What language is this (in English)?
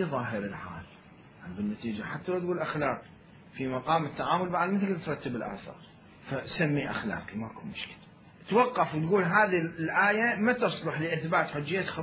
Mesopotamian Arabic